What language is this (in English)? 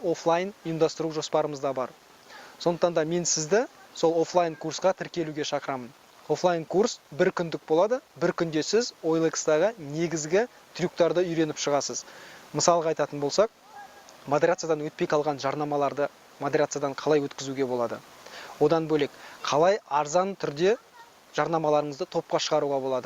Kazakh